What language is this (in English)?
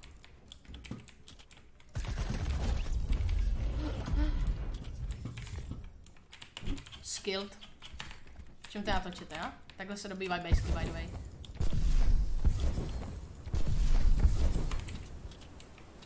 Czech